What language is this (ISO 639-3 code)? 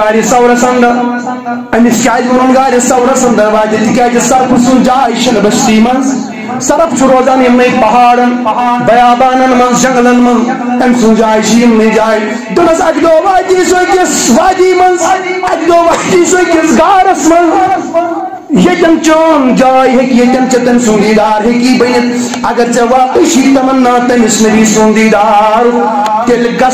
kas